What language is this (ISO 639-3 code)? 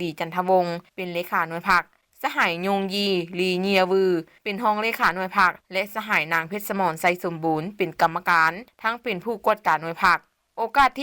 lao